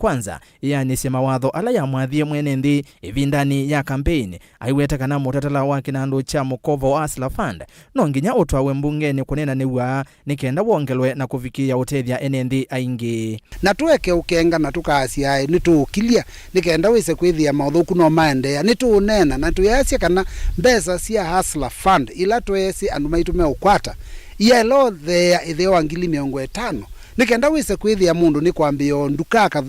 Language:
Kamba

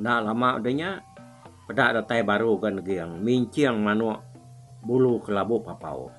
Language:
Iban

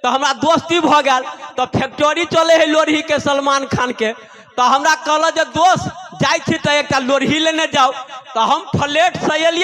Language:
Maithili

